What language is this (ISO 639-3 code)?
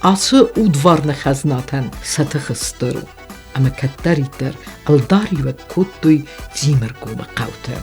oss